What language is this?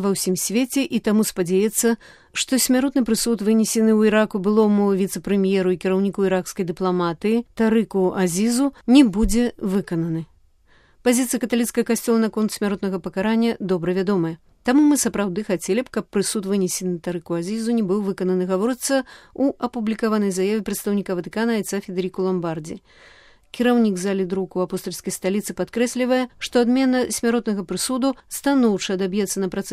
Belarusian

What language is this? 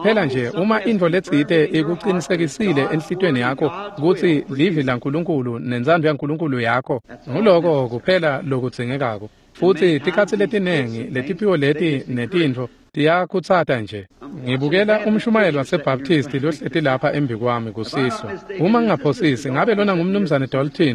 Swati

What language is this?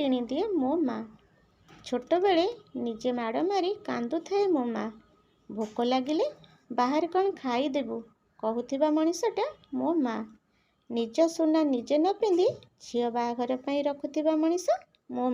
Odia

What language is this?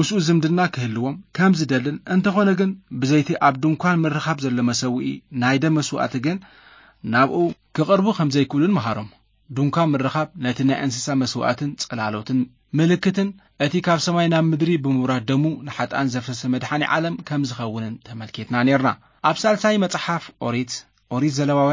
Tigrinya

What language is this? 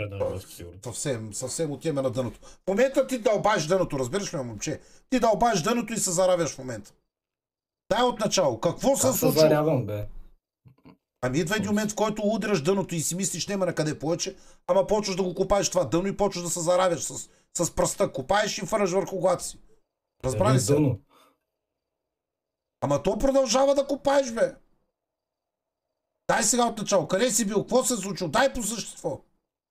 Bulgarian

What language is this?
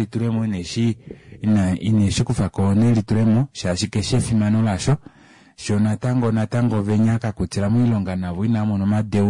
Kuanyama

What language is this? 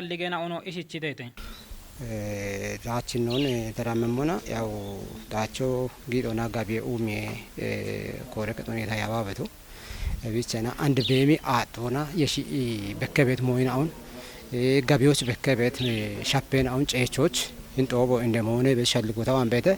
Kafa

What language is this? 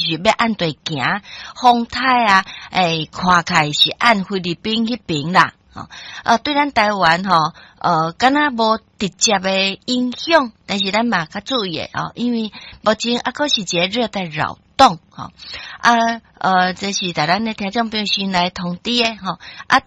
Min Nan Chinese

